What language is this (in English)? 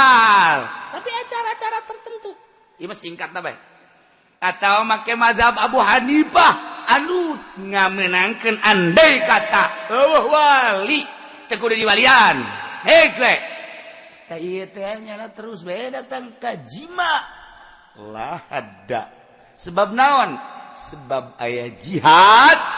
Sundanese